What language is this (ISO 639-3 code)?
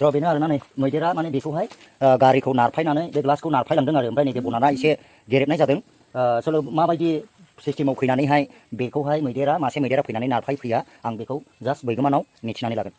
brx